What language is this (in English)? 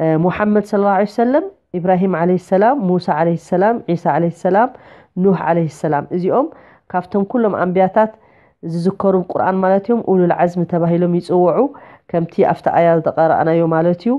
Tigrinya